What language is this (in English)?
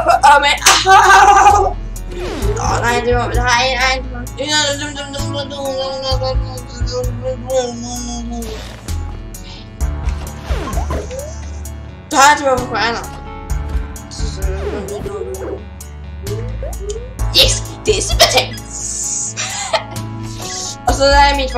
Swedish